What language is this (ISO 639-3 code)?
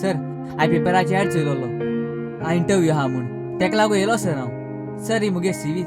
kok